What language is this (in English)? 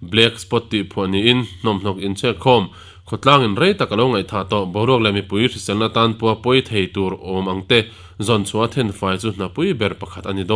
Mizo